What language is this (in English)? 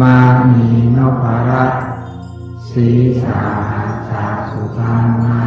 Pali